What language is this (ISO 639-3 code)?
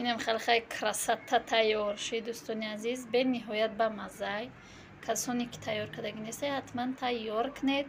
tgk